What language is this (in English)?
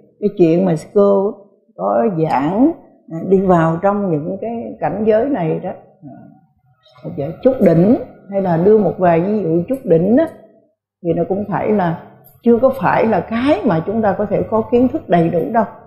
Vietnamese